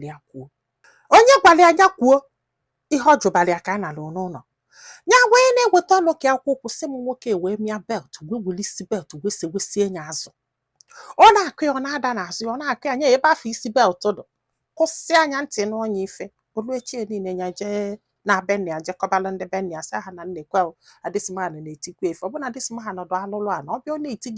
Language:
Igbo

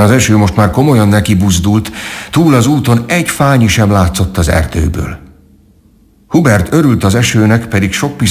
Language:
Hungarian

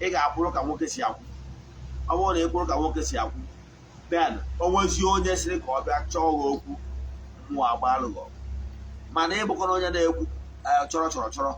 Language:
Igbo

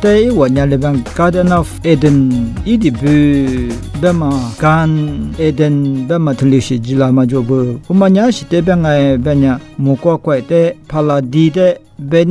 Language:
Lisu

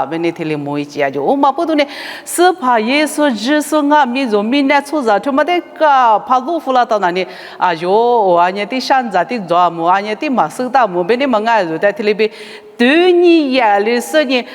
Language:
Lisu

